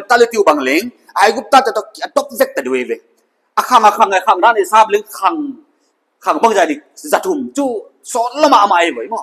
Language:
Paite Chin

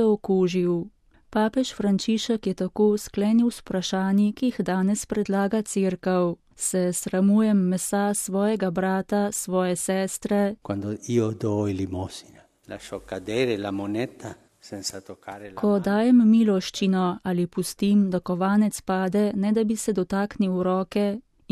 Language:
Slovenian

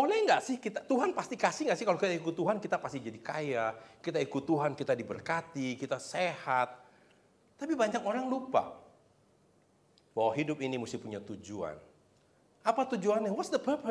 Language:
Indonesian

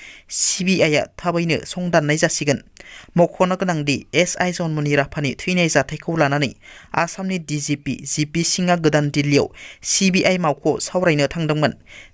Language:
Bodo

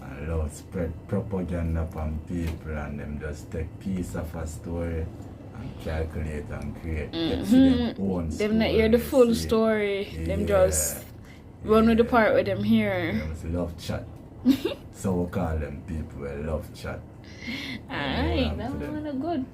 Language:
Jamaican Creole English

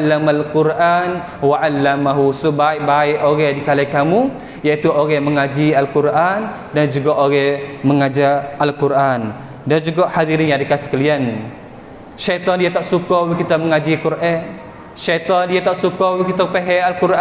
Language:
Malay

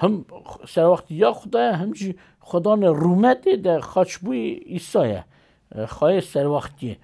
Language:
Kurdish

